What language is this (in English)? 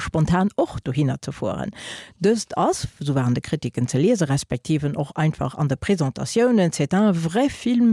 Luxembourgish